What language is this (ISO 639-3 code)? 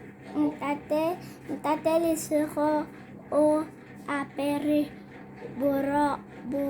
tsn